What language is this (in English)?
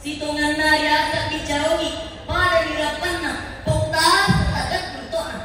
Buginese